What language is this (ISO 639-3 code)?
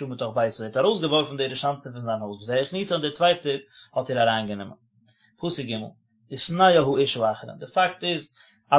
yid